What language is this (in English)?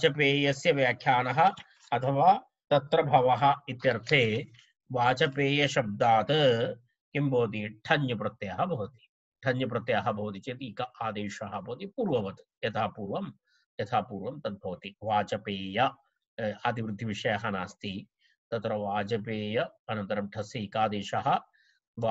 Sanskrit